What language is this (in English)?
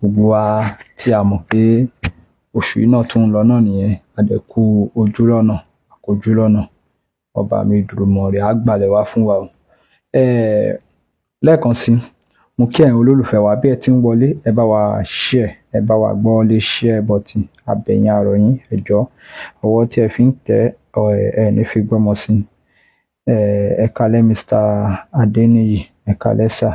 Yoruba